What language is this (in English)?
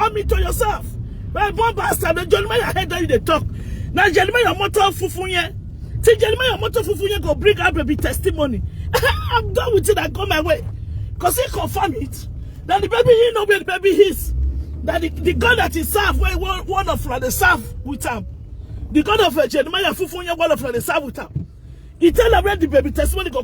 Nigerian Pidgin